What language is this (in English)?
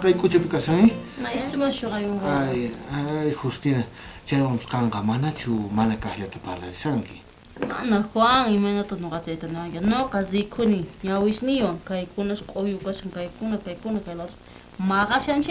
South Bolivian Quechua